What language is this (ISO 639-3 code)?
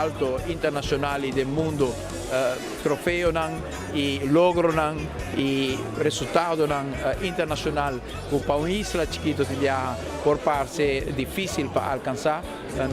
pap